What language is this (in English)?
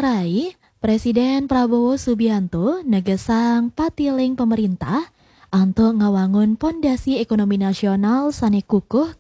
Balinese